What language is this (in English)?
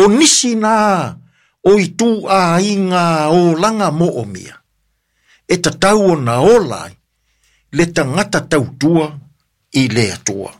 Samoan